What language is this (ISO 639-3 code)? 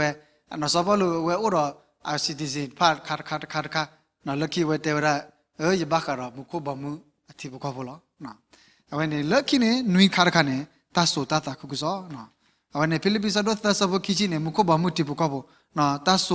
ksw